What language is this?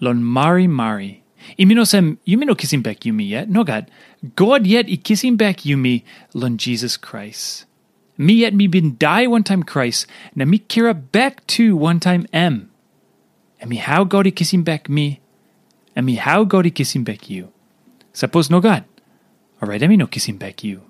Tok Pisin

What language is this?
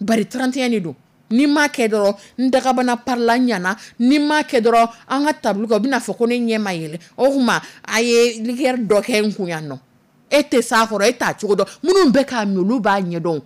Dyula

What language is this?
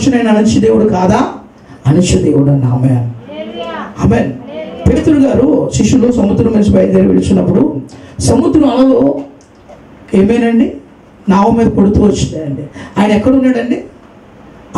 Telugu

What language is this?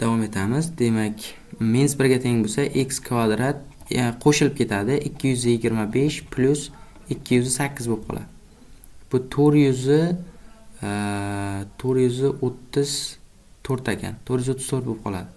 Uzbek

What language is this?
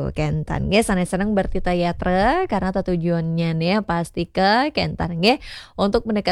Balinese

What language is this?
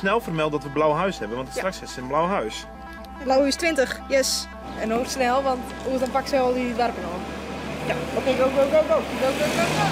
Western Frisian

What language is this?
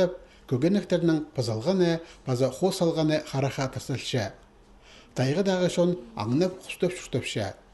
Khakas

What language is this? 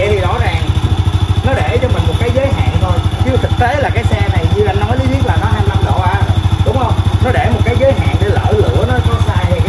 Vietnamese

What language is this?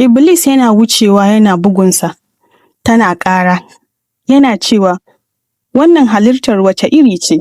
Hausa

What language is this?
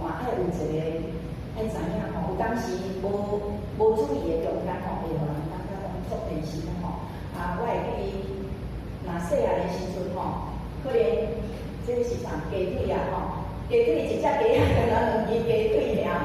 Min Nan Chinese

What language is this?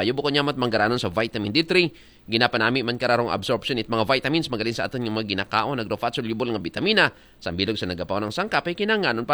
Aklanon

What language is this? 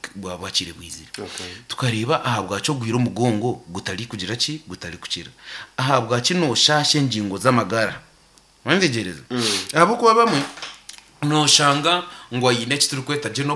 Nyankole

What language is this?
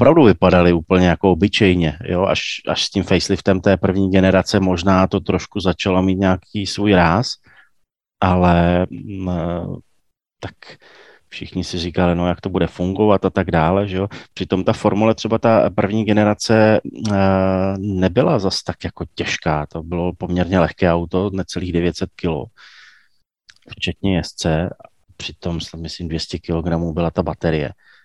Czech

